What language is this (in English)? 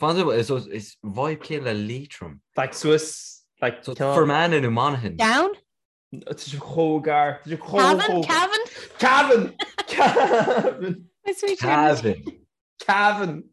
Irish